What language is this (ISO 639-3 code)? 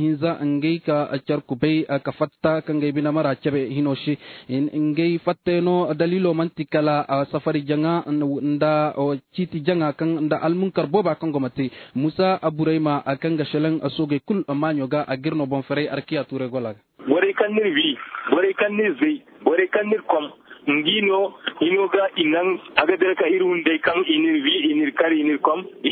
dje